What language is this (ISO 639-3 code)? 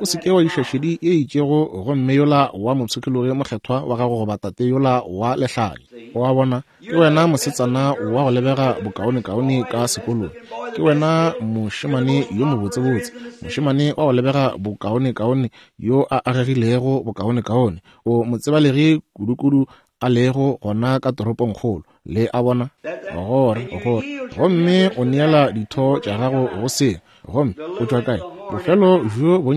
nso